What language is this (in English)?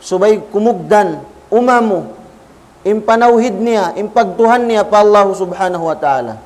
Tausug